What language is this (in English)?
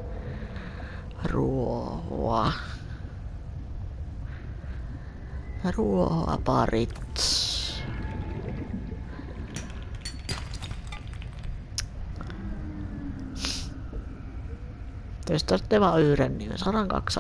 Finnish